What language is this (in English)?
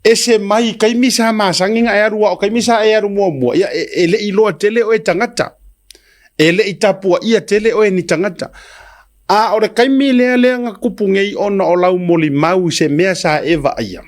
Samoan